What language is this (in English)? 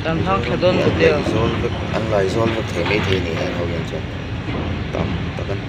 Mizo